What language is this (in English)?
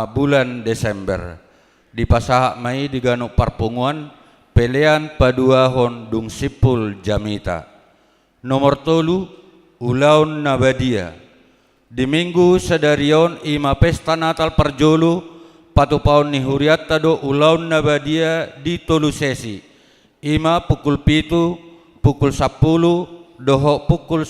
Batak Toba